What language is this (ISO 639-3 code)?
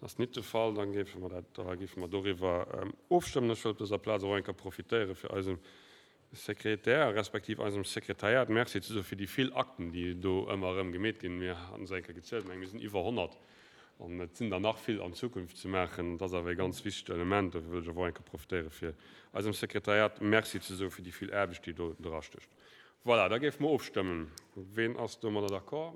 ltz